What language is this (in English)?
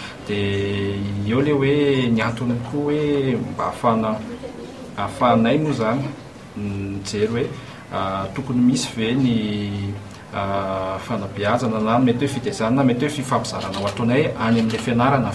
Malagasy